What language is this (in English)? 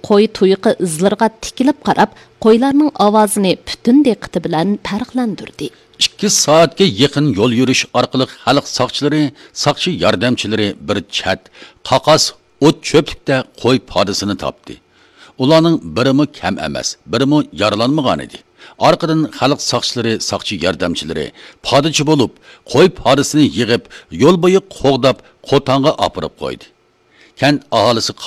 Uyghur